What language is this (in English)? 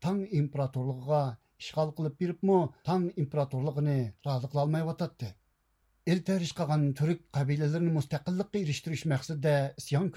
Uyghur